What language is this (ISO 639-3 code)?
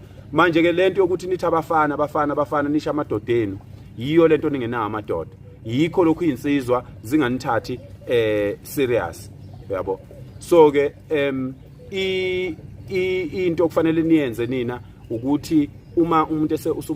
zul